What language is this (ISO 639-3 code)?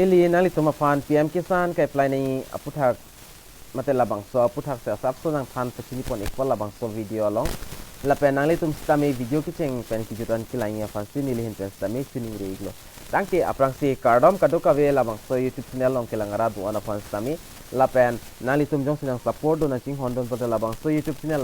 mjw